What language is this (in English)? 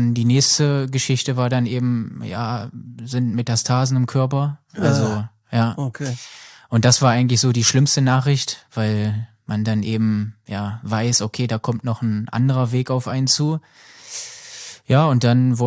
German